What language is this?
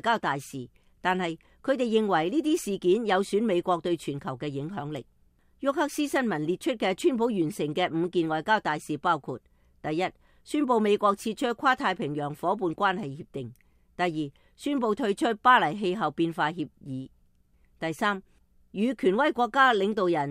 Cantonese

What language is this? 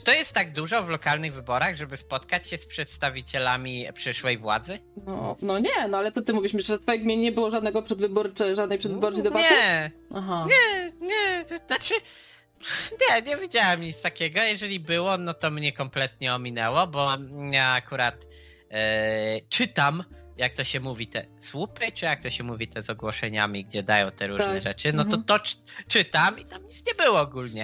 Polish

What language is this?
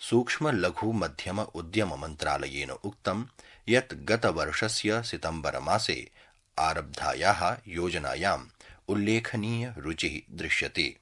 Sanskrit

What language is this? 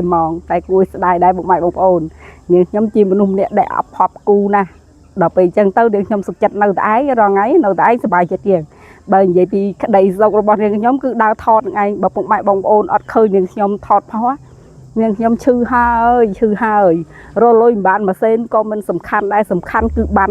Khmer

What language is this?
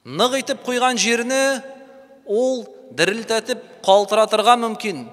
Tatar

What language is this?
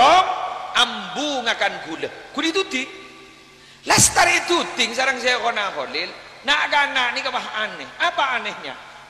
Madurese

